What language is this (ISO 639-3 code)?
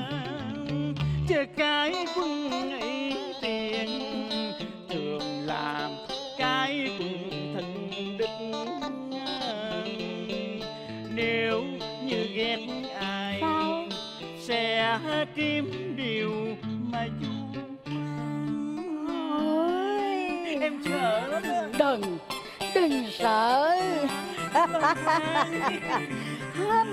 vie